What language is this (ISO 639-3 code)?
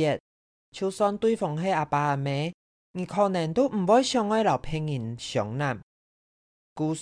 hak